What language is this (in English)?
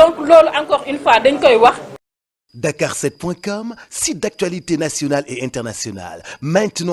Wolof